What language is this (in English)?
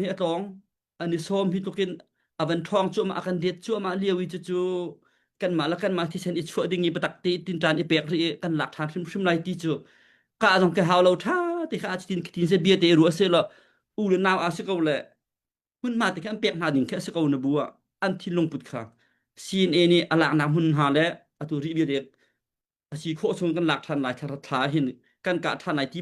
Hakha Chin